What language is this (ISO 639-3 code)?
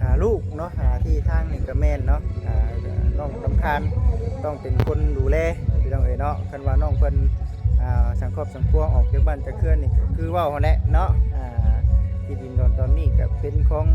lao